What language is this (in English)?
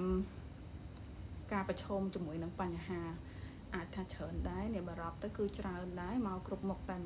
Khmer